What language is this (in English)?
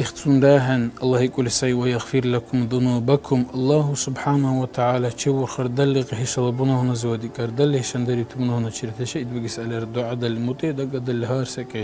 Dargwa